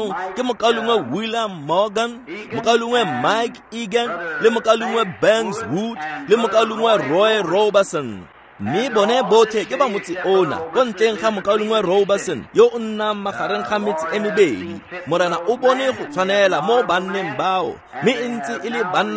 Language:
Tswana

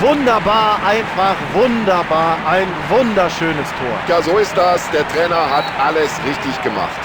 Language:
Bavarian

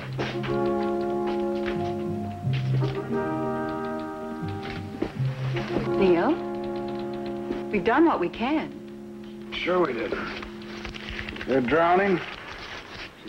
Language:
English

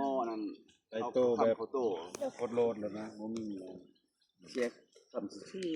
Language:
Northeastern Thai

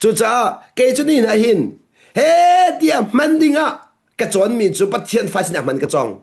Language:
Hakha Chin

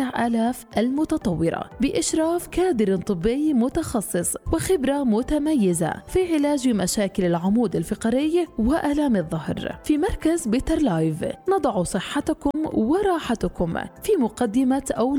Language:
Arabic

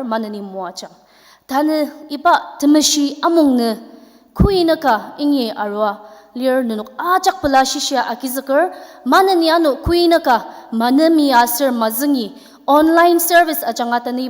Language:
Ao Naga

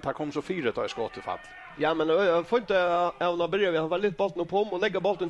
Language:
Faroese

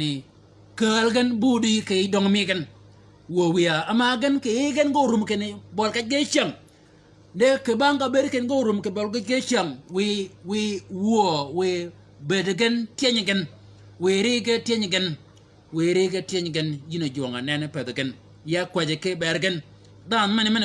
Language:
Shilluk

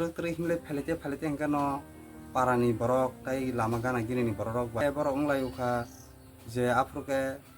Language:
Kok Borok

